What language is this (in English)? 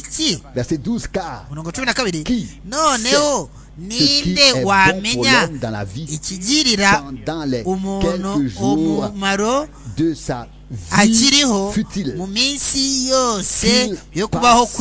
Kinyarwanda